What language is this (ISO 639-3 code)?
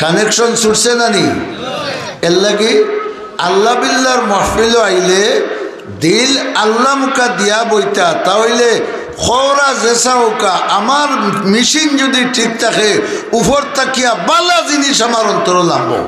syl